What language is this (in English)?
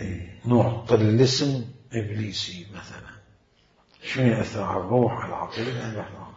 Mesopotamian Arabic